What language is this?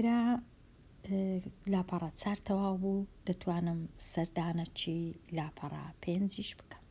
Central Kurdish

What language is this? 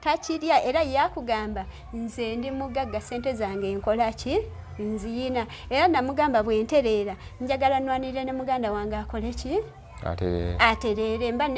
Ganda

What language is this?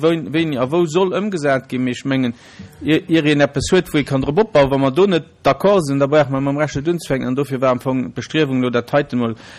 Luxembourgish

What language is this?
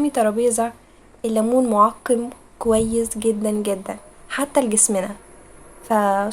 Egyptian Arabic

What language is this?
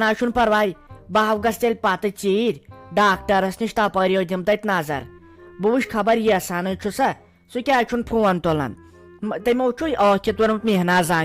Kashmiri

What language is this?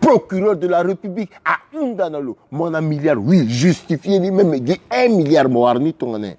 Sango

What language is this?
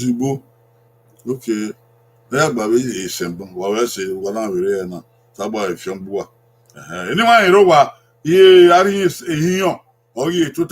Bini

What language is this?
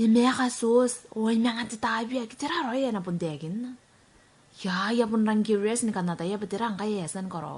Gilbertese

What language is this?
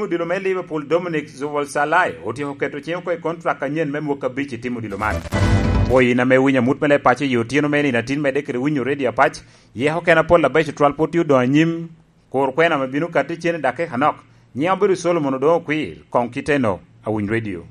Lango (Uganda)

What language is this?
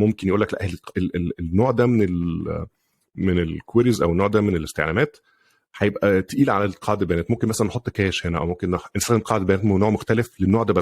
Egyptian Arabic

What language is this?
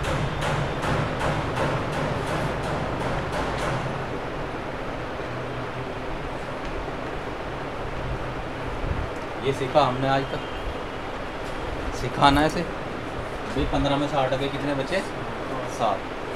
Hindi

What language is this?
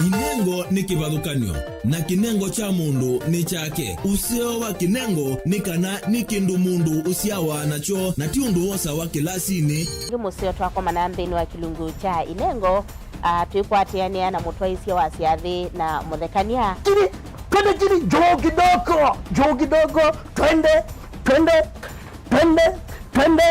Kamba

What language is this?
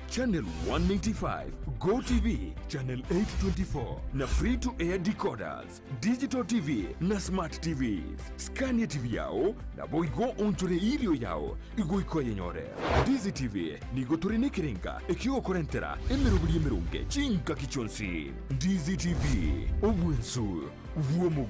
Gusii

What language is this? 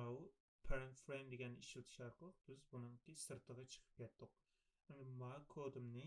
Uyghur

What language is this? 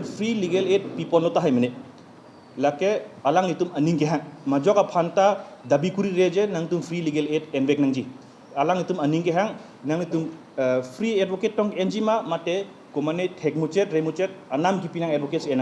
Karbi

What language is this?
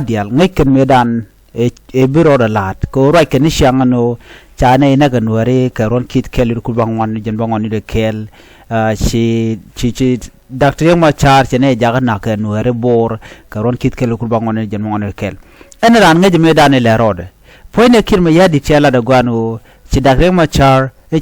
Nuer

